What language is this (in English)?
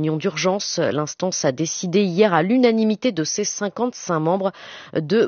French